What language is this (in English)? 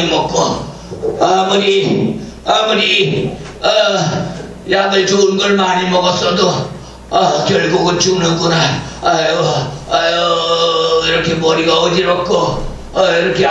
Korean